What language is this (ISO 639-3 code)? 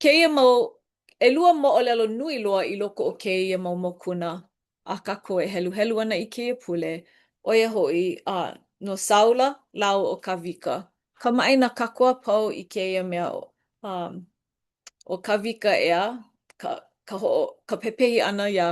haw